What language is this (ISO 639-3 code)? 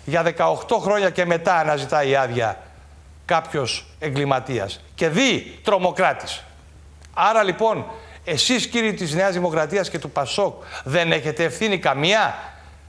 ell